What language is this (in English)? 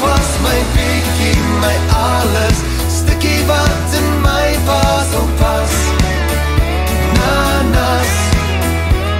Afrikaans